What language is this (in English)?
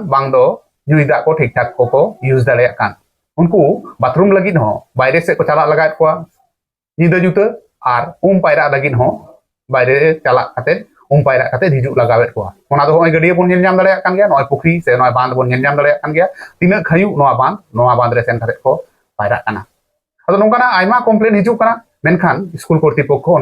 Santali